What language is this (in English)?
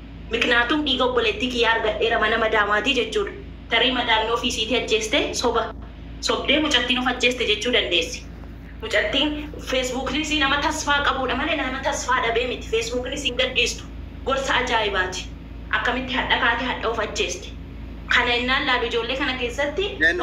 Oromo